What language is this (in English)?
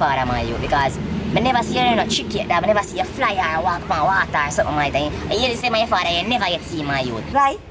Jamaican Creole English